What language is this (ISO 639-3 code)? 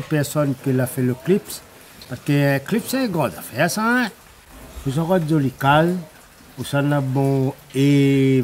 rcf